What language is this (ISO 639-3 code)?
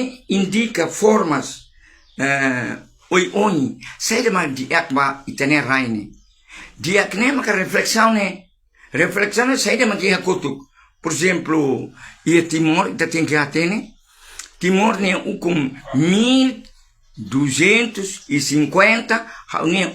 tet